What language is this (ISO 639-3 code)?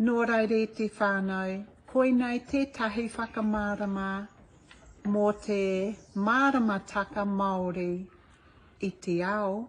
mri